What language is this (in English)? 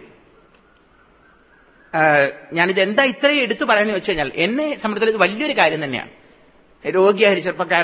Malayalam